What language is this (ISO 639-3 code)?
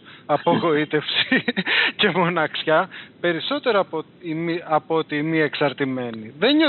ell